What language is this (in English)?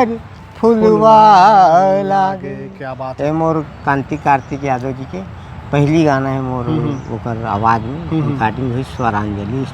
Chhattisgarhi